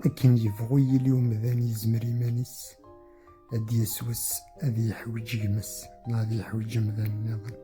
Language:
Kabyle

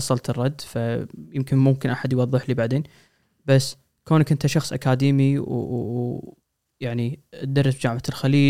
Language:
Gulf Arabic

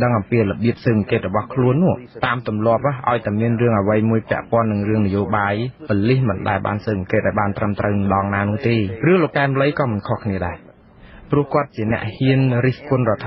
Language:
Khmer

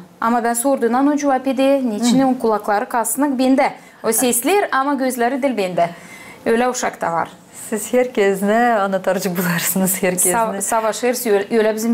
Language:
Gagauz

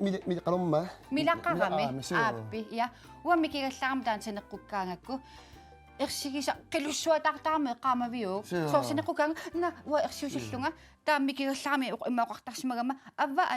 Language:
Kalaallisut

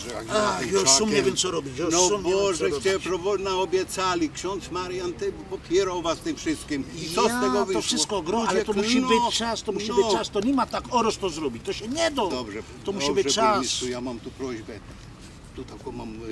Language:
Silesian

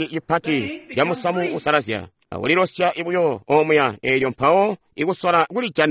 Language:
Tonga (Zambia)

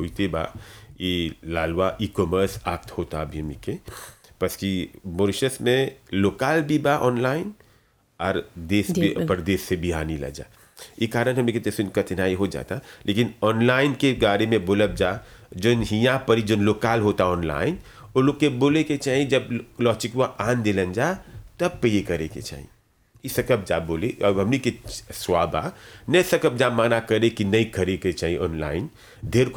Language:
Bhojpuri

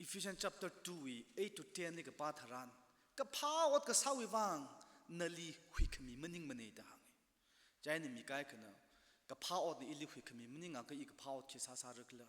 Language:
Tangkhul Naga (India)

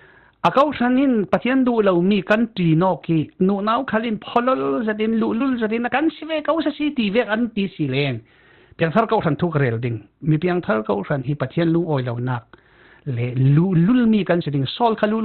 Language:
Falam Chin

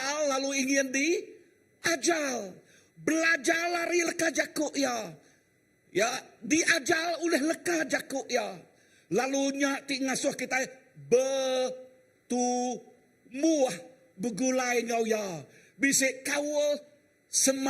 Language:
Iban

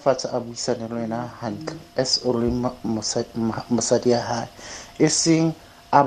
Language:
Tswana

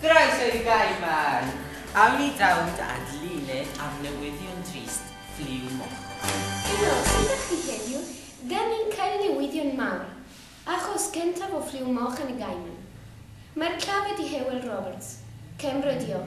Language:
Welsh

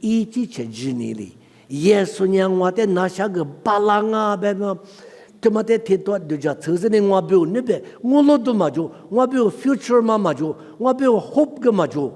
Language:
Lisu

